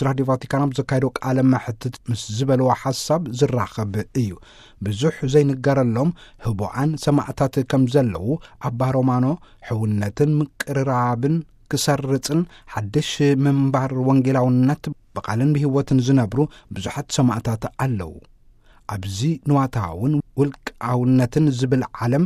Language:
Tigrinya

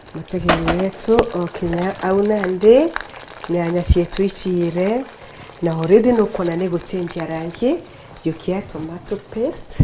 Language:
Meru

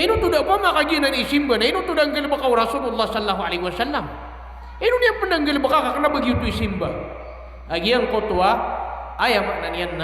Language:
Maranao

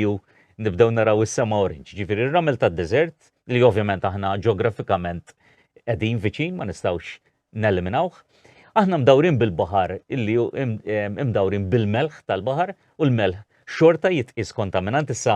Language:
Maltese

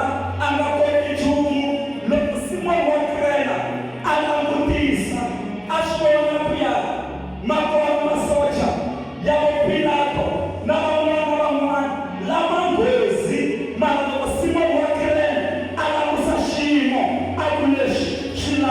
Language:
Tsonga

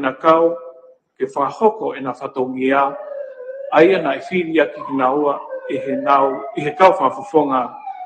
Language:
Tongan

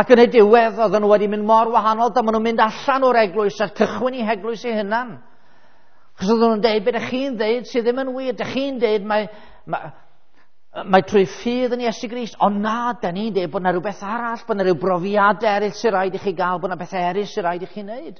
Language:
Welsh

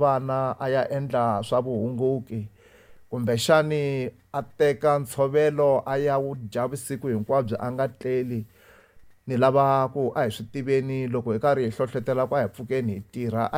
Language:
Tsonga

